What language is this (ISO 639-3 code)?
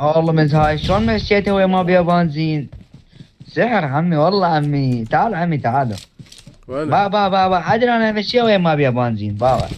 acm